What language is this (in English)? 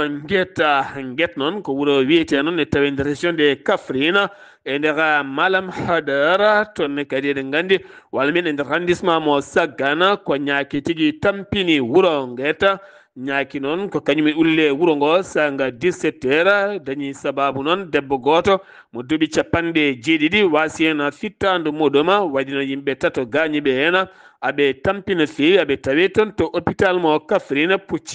Fula